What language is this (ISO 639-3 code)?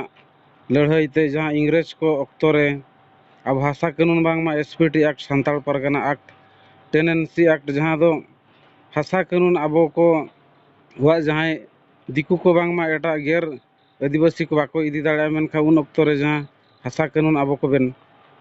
sat